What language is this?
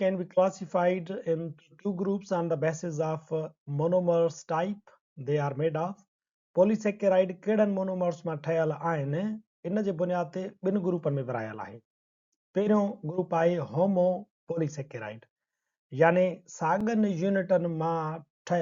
Sindhi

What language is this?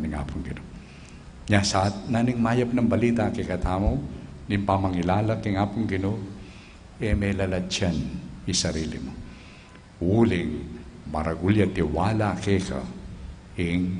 Pampanga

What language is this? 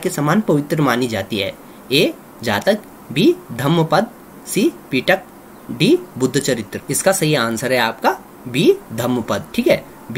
Hindi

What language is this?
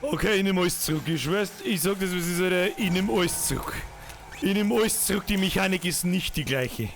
Bavarian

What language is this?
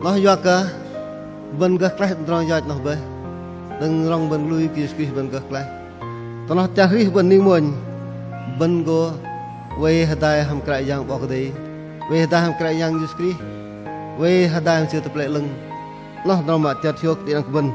Bahnar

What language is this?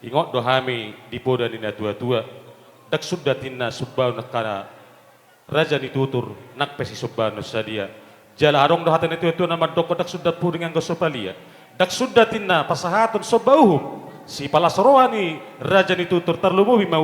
Batak Toba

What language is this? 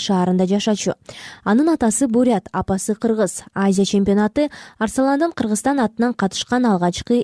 Kyrgyz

